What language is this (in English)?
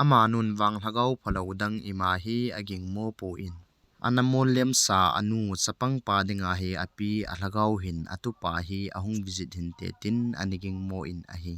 Thado Chin